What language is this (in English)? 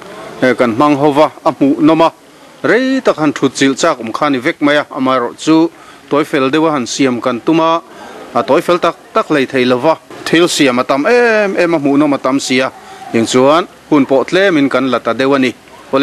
Mizo